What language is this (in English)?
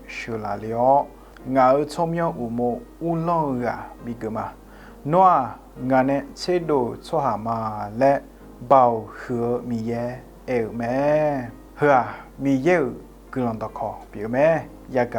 Akha